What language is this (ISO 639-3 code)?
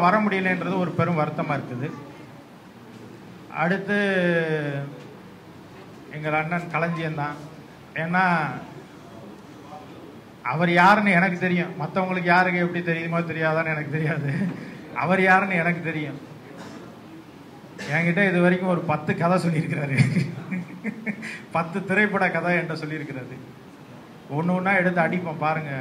tam